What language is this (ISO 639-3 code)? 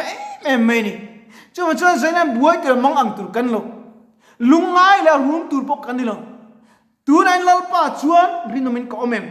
lus